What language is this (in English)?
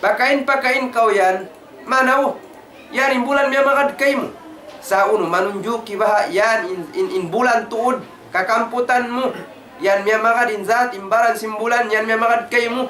Tausug